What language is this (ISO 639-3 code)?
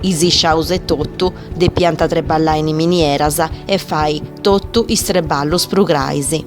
srd